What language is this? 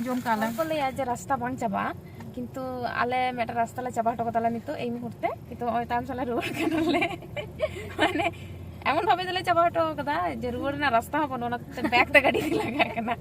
Santali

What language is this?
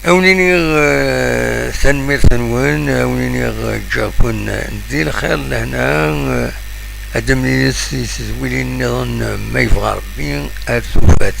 Kabyle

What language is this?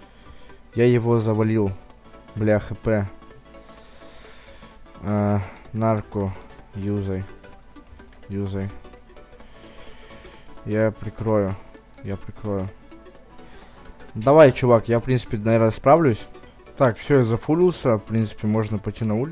Russian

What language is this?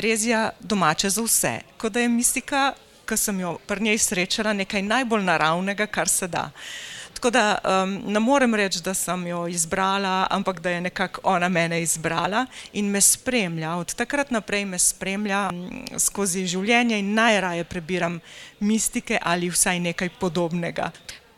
Slovenian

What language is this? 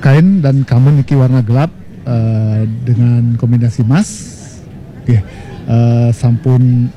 Balinese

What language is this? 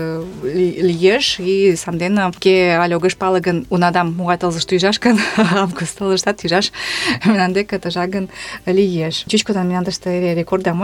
Mari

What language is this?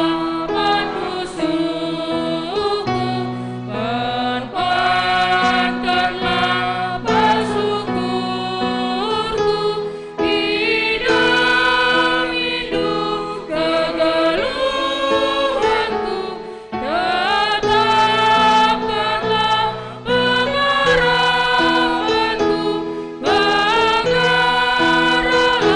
Batak Karo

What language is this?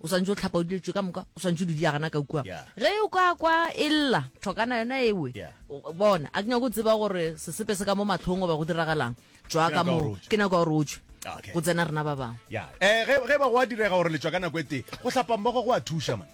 Northern Sotho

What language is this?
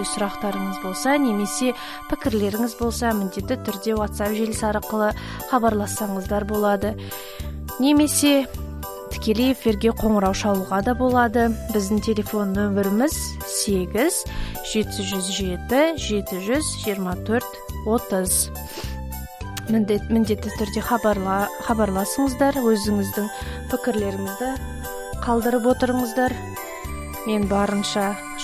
Kazakh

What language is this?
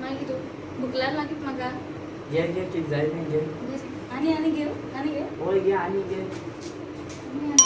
Konkani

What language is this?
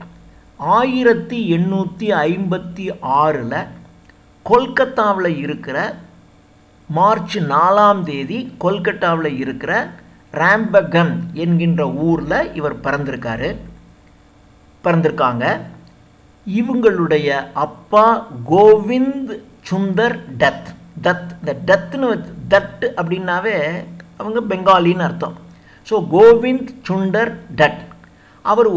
Tamil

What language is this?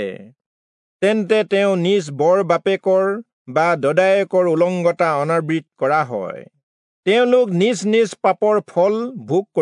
Assamese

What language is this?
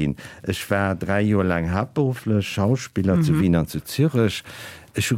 Luxembourgish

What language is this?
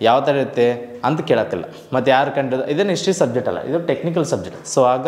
Kannada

